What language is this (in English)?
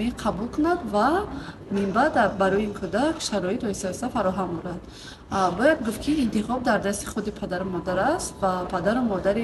Tajik